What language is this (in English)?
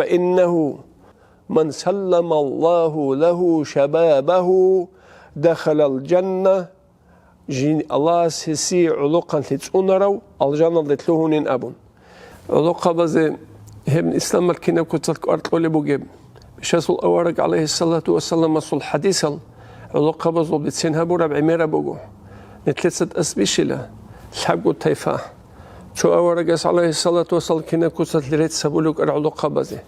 Avaric